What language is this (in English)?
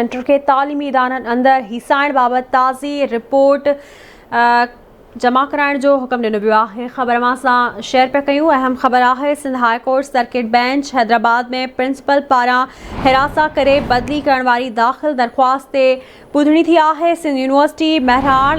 Sindhi